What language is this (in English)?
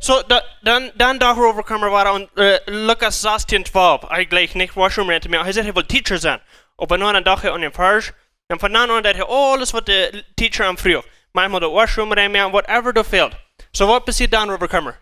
Plautdietsch